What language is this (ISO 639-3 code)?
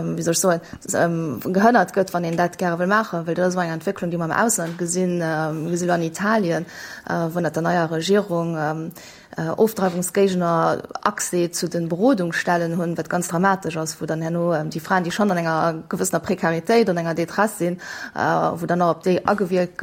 ltz